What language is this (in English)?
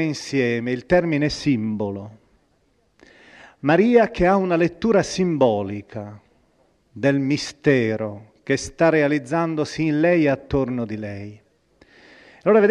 Italian